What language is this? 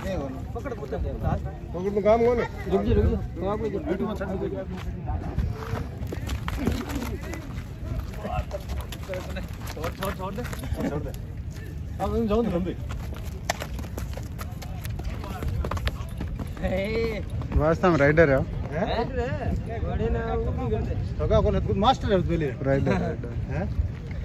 Hindi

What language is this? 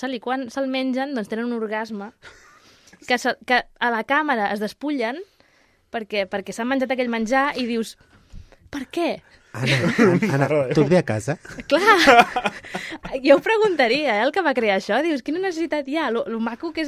Catalan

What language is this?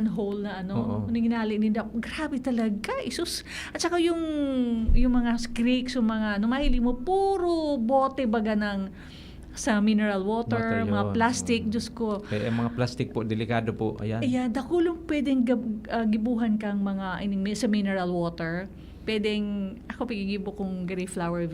Bikol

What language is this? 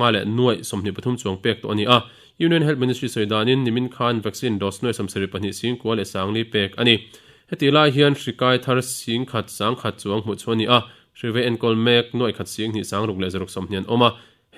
Mizo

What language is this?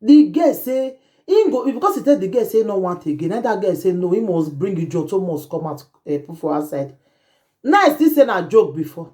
Nigerian Pidgin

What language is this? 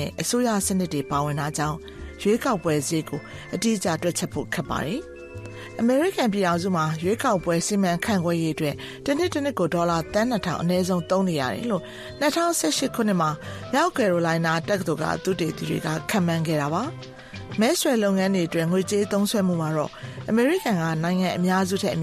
Burmese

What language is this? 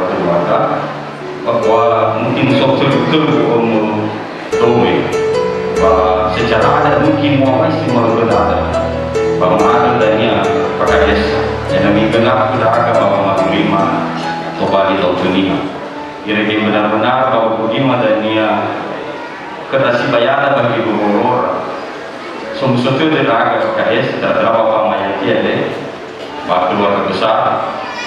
Nias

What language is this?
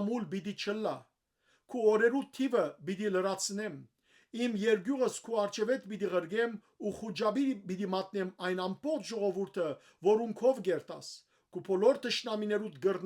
Western Armenian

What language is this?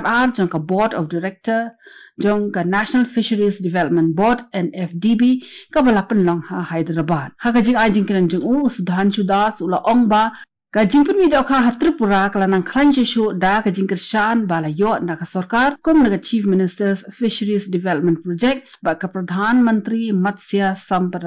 Khasi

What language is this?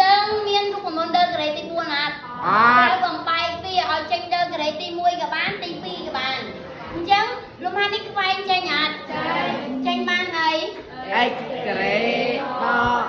Khmer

